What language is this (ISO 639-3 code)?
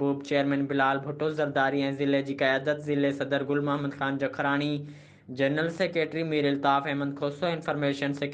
snd